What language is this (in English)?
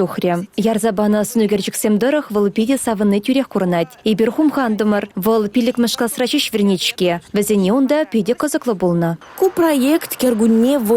Chuvash